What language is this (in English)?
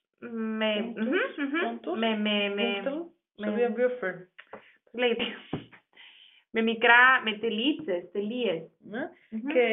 Greek